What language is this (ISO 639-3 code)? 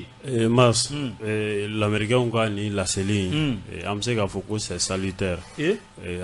bam